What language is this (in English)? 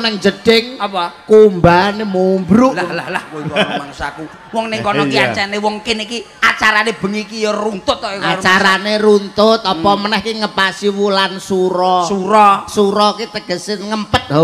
Javanese